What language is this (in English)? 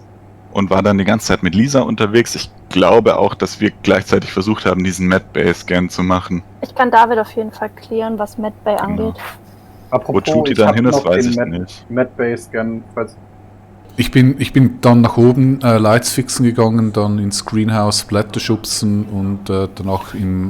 Swiss German